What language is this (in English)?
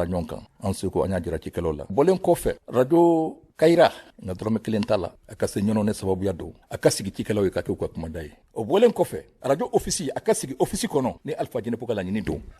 Bambara